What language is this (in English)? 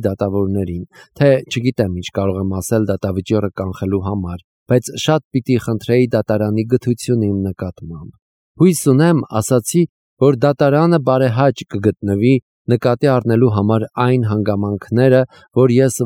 Armenian